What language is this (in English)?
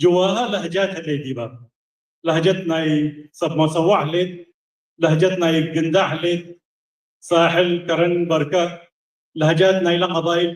Tigre